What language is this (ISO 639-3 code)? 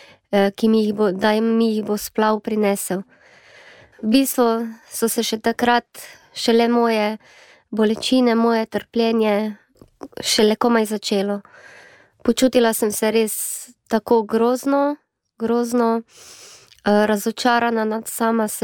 slv